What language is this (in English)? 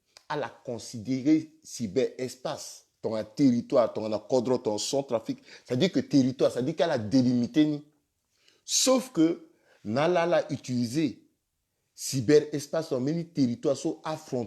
Sango